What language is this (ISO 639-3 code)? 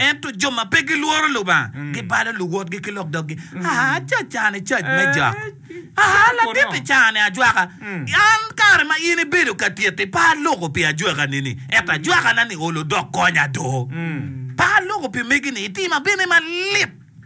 ach